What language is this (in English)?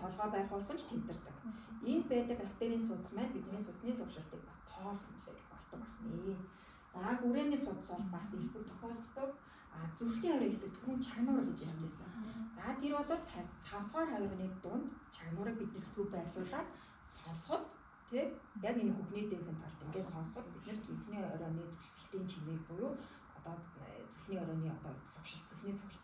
Mongolian